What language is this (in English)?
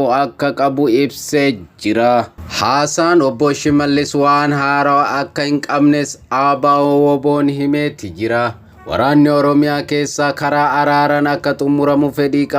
Oromo